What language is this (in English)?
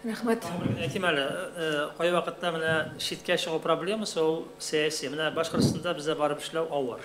Tatar